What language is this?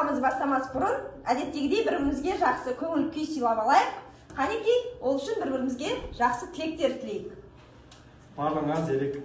Kazakh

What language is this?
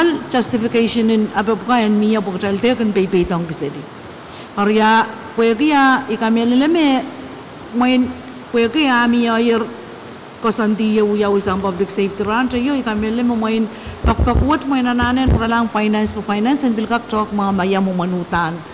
Pohnpeian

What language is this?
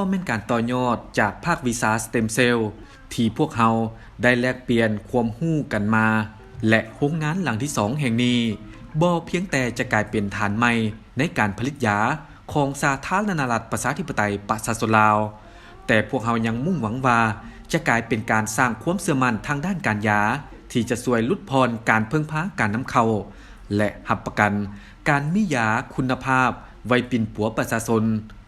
Lao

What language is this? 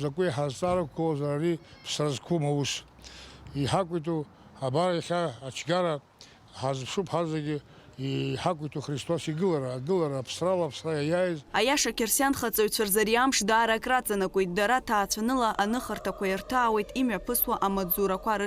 Abkhazian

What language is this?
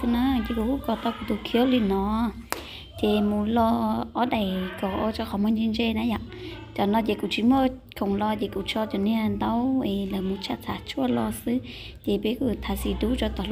Hmong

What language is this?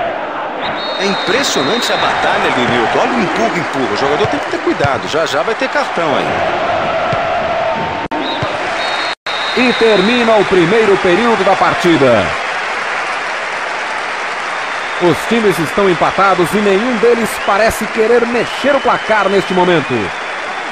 Portuguese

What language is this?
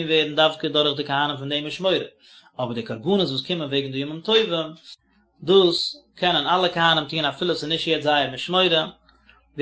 Yiddish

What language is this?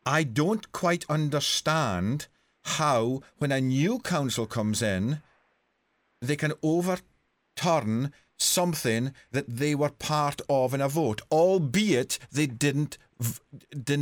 English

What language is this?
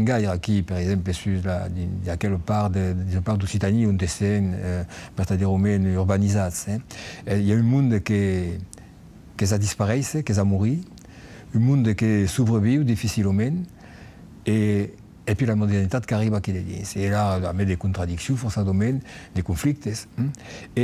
Occitan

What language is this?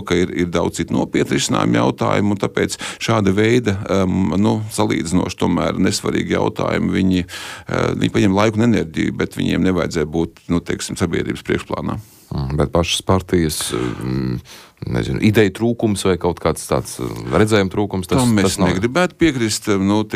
Latvian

